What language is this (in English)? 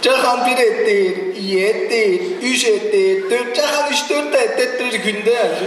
Tuvinian